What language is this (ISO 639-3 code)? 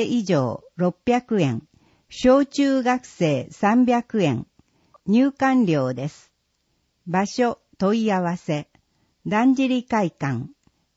jpn